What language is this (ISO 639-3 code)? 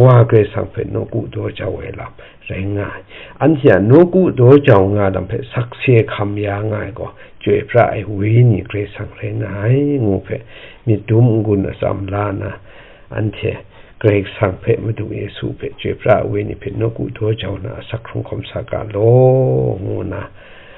kac